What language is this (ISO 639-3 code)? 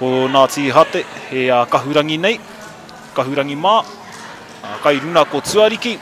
mri